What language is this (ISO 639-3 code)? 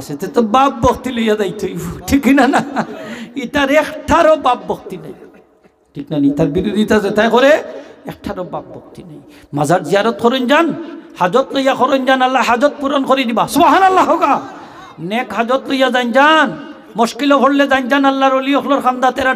syl